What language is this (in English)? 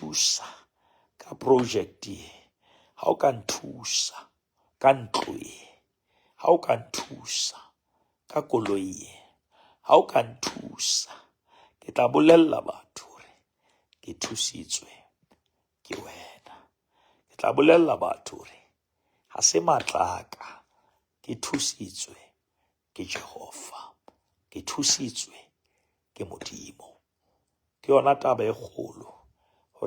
Southern Sotho